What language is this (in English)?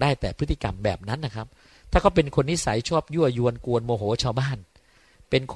Thai